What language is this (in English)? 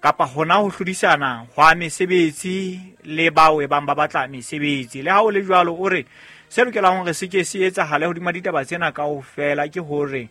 Southern Sotho